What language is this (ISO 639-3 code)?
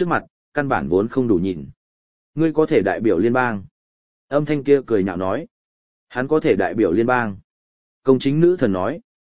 vie